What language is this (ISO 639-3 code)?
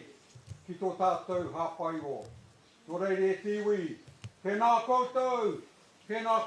mri